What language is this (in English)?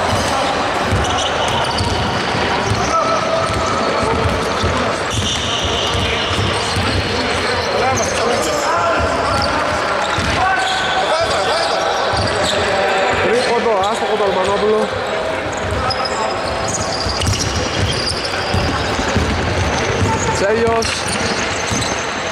Greek